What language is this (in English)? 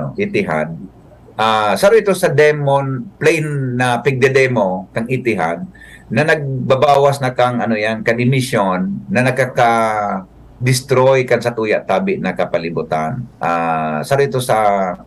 Bikol